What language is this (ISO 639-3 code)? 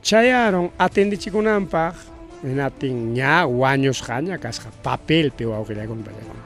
quy